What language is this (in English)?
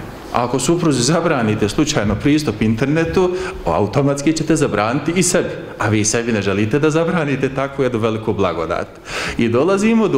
Bosnian